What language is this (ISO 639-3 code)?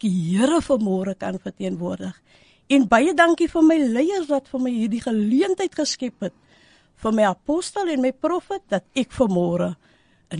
afr